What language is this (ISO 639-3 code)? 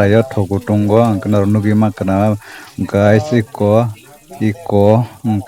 trp